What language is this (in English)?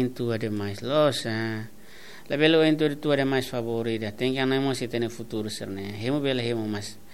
Tetum